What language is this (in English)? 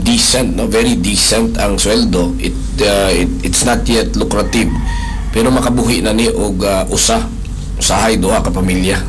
Cebuano